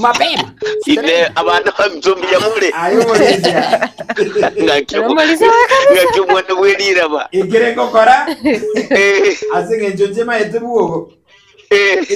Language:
Gusii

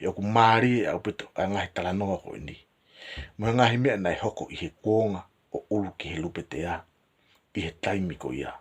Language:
Tongan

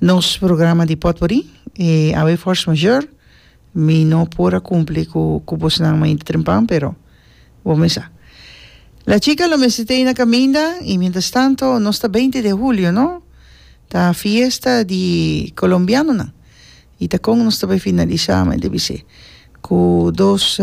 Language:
Papiamento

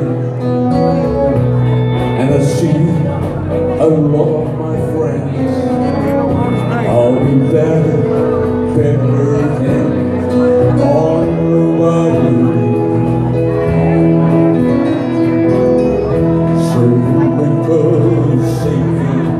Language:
English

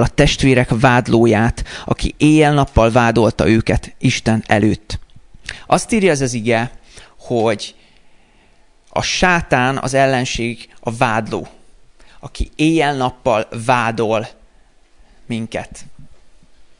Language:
Hungarian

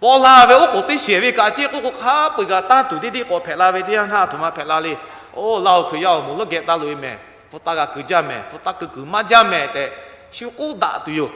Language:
Lahu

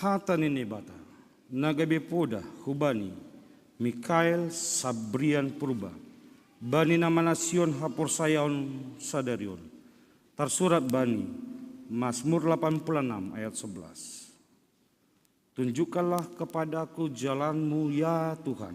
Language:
Batak Simalungun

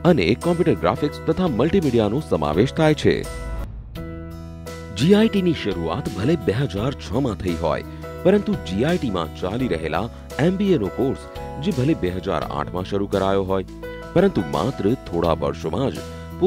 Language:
Gujarati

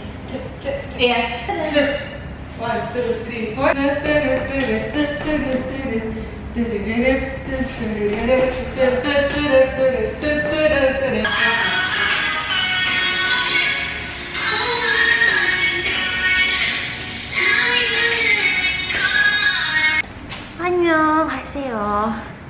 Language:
Indonesian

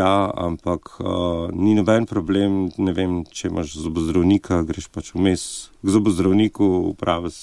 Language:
Slovenian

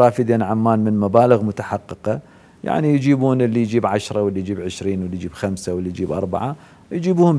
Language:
Mesopotamian Arabic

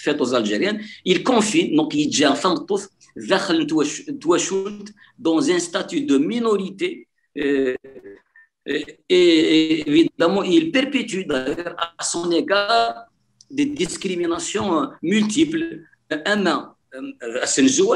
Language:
Kabyle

